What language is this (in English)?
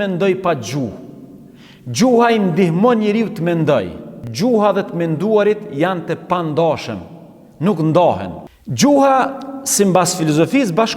Albanian